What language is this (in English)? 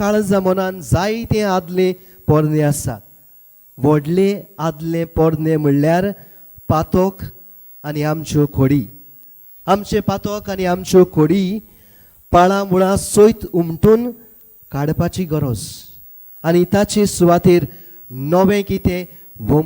Konkani